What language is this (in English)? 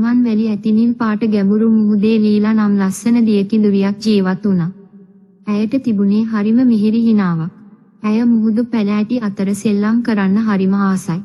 Sinhala